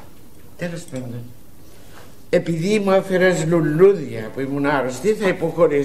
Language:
Greek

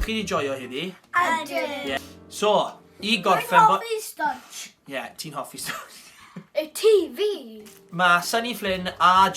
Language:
Welsh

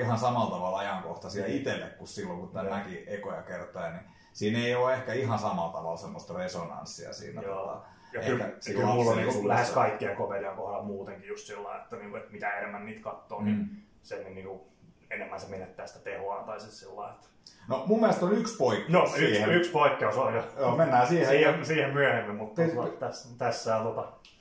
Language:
Finnish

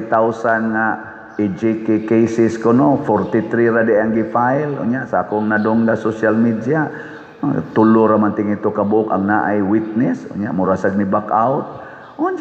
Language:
Cebuano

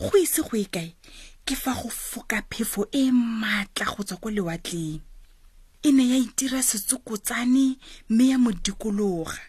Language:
Tswana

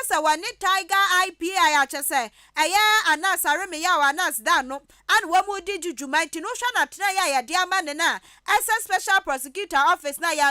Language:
Akan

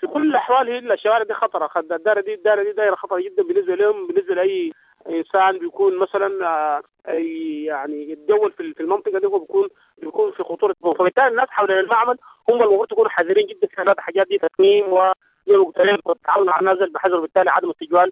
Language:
Sudanese Arabic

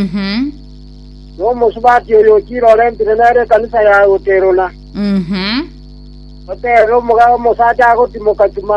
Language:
Gusii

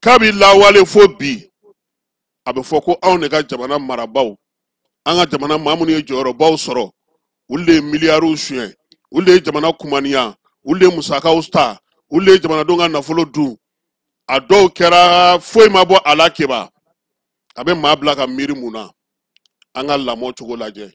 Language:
Bambara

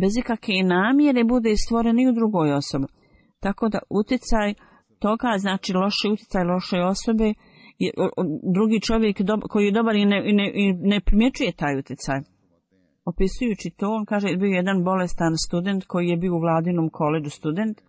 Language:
Bosnian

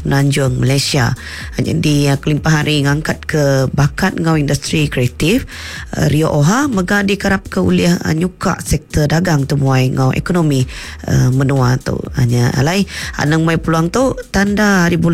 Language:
Iban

